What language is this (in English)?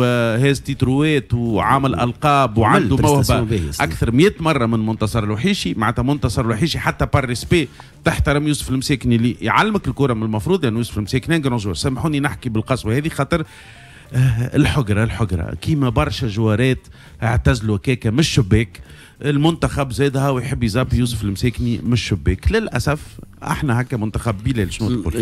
Tunisian Arabic